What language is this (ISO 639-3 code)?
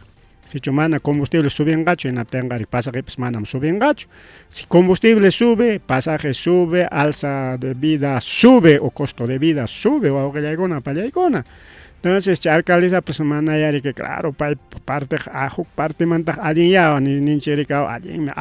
quy